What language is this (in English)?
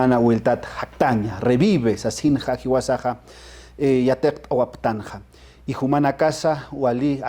Aymara